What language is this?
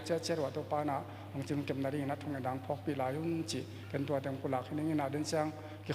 Tedim Chin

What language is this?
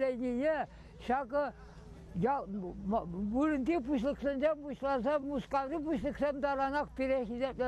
Chuvash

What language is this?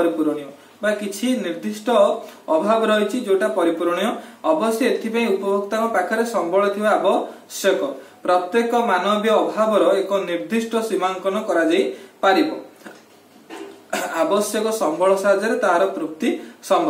Odia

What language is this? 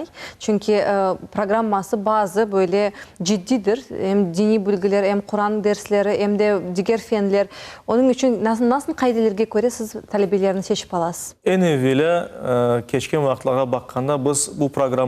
Crimean Tatar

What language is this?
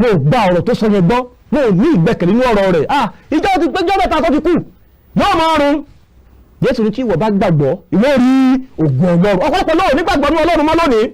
Yoruba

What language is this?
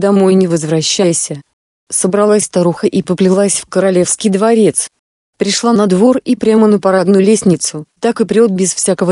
Russian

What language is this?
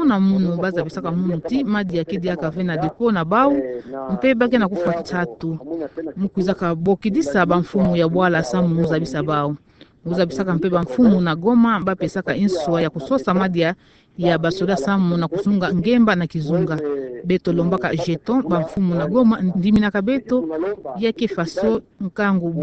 Kituba (Democratic Republic of Congo)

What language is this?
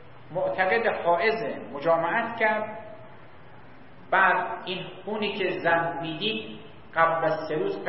Persian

